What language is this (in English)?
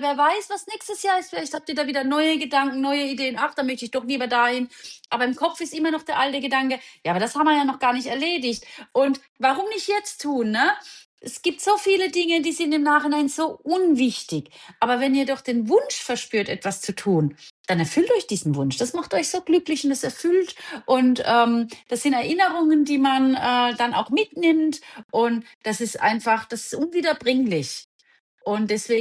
German